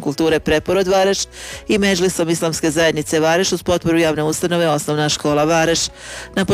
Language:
Bosnian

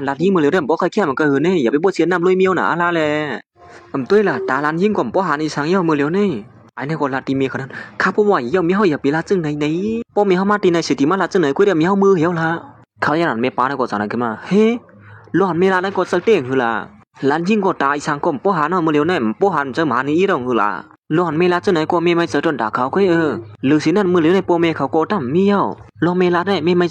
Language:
Shan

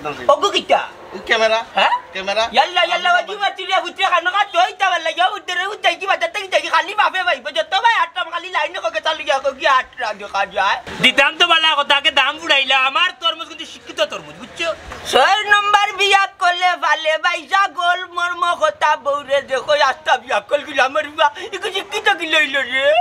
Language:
Sylheti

